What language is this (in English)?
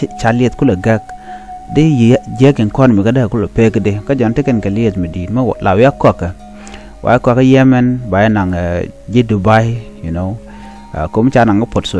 Nuer